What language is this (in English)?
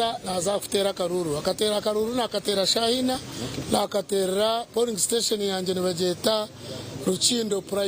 Nyankole